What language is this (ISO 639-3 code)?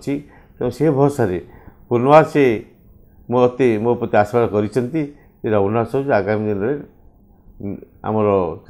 ori